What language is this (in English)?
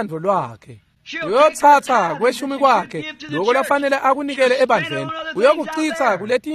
Swati